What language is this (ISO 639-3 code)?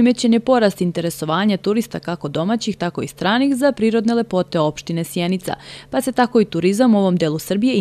srp